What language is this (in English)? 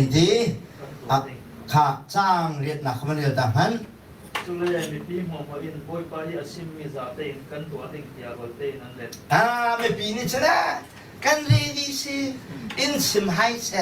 Hakha Chin